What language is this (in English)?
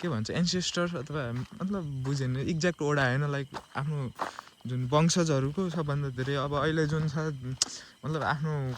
Nepali